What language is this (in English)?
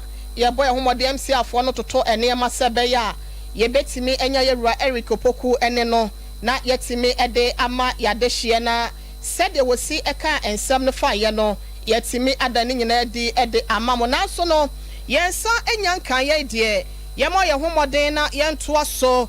Akan